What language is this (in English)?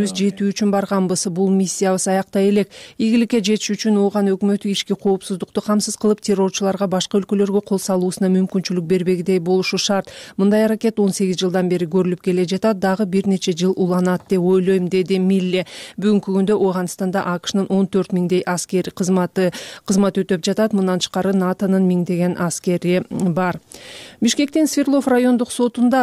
Kyrgyz